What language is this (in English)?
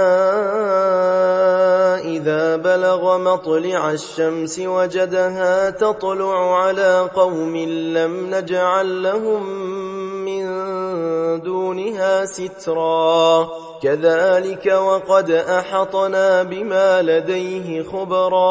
Arabic